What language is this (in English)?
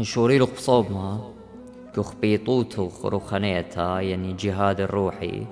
Assyrian Neo-Aramaic